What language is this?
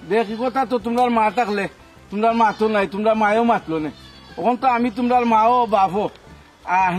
Sylheti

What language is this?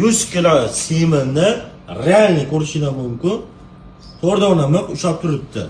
Uzbek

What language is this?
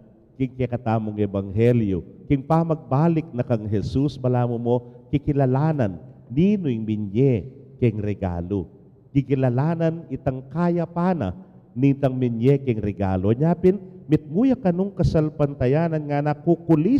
Pampanga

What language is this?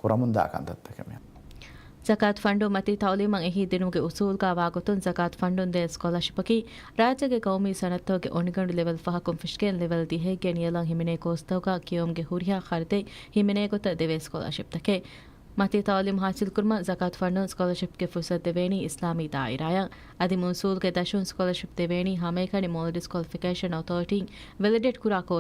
Divehi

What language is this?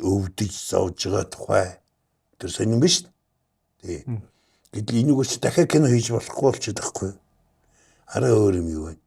Mongolian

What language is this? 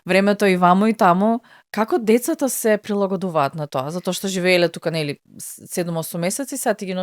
Macedonian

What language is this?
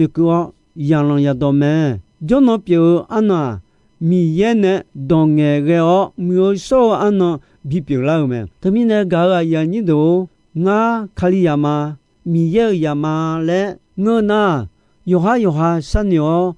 Akha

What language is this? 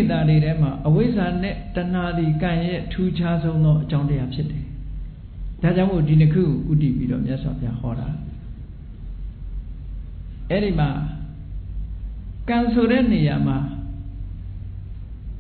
Burmese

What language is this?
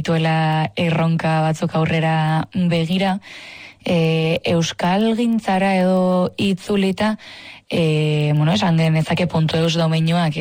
Basque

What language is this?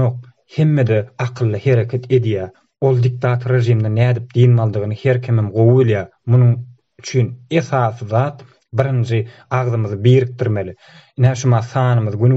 Turkmen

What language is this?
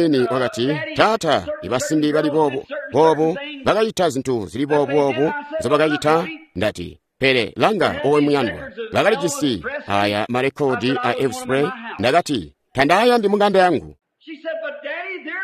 Tonga (Zambia)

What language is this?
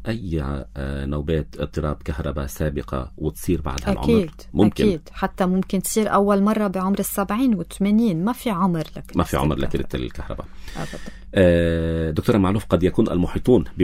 North Levantine Arabic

